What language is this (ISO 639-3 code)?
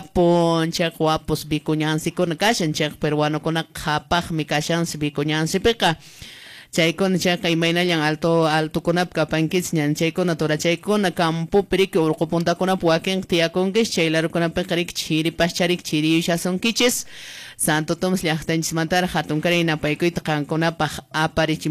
que